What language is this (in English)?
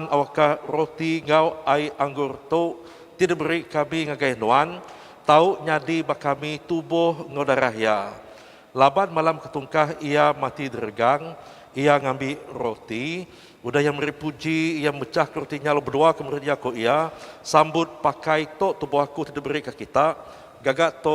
Iban